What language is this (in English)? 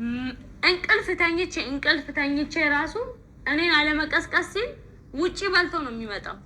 Amharic